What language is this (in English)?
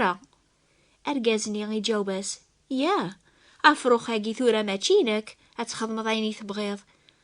Kabyle